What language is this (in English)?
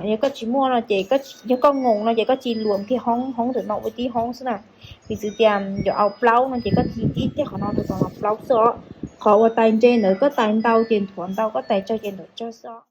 Hmong